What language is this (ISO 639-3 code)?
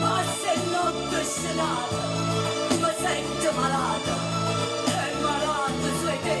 nap